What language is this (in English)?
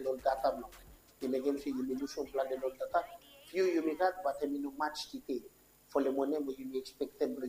Bislama